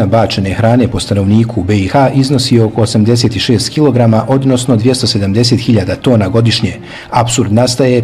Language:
Bosnian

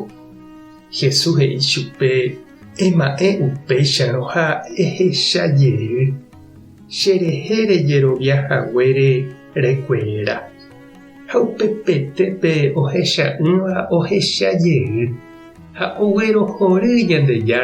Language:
Guarani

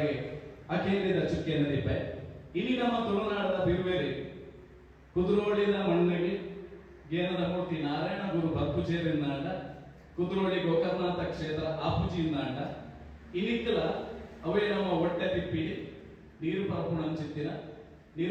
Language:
Tulu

